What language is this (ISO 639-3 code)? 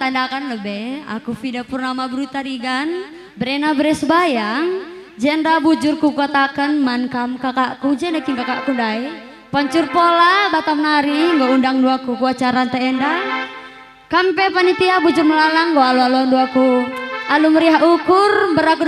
btx